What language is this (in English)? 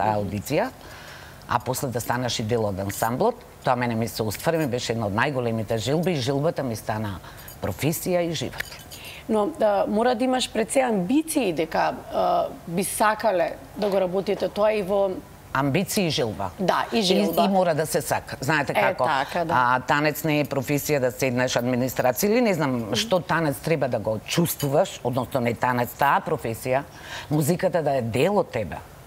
Macedonian